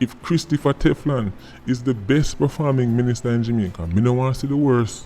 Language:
Jamaican Creole English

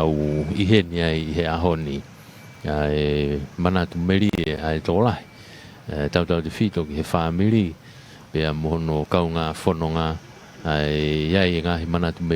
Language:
Tongan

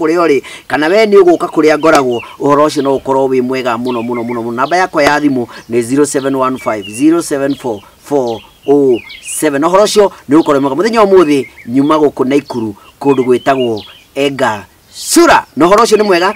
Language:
Kikuyu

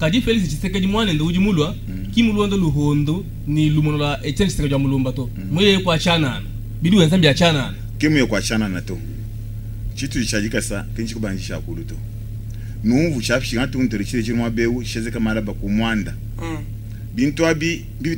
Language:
Luba-Lulua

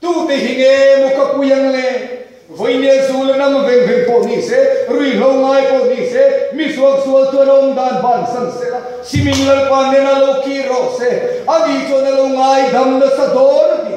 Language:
Mizo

